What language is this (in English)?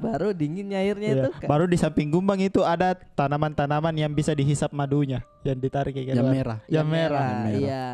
Makassar Malay